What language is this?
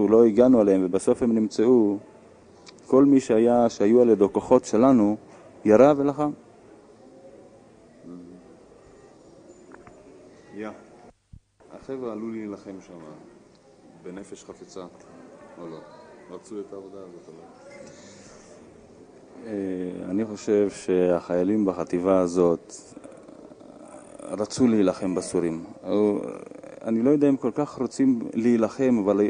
Hebrew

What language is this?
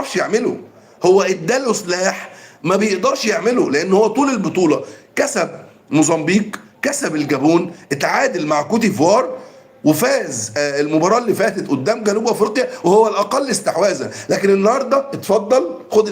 Egyptian Arabic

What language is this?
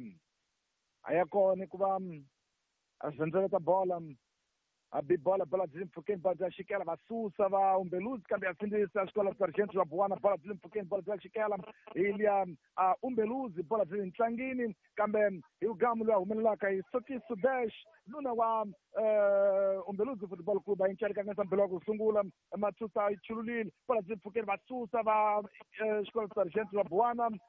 Tsonga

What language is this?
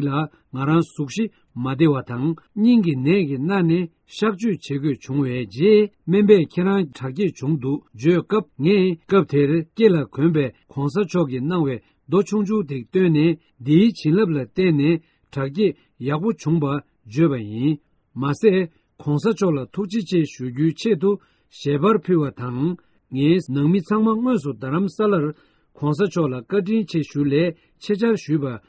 Tibetan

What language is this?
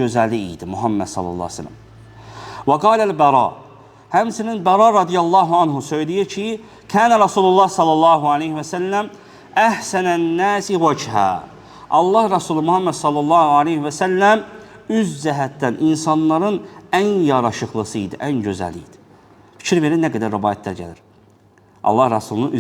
Azerbaijani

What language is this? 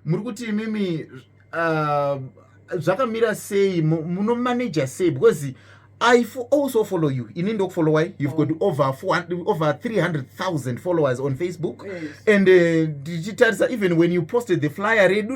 Shona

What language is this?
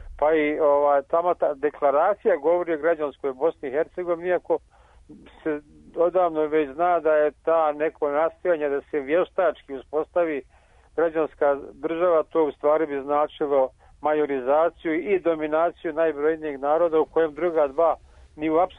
Serbian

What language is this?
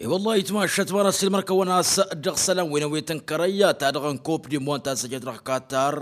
Tamasheq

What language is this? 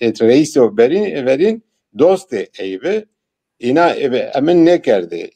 Zaza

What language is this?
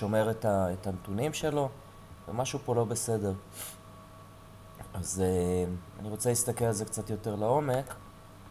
Hebrew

